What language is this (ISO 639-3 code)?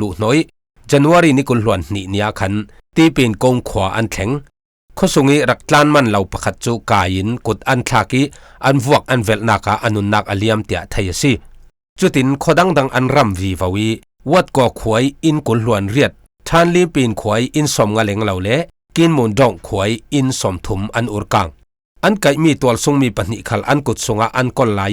cfm